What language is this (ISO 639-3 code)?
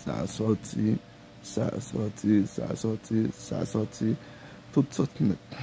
hat